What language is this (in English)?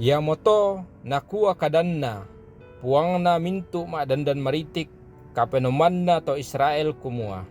Toraja-Sa'dan